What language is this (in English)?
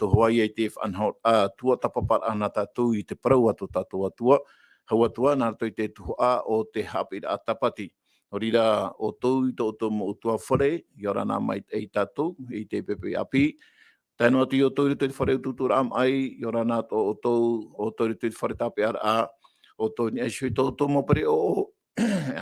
Tahitian